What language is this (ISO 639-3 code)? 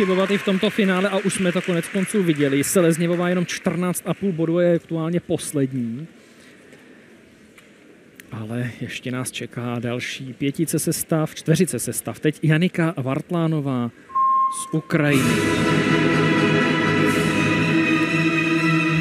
ces